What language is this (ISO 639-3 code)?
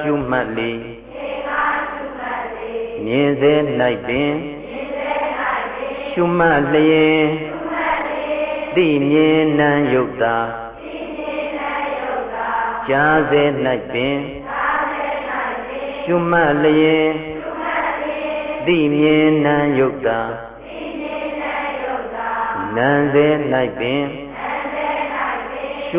mya